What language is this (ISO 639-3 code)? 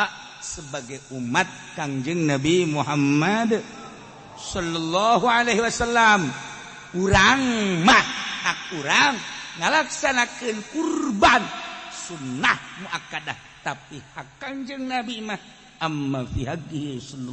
sun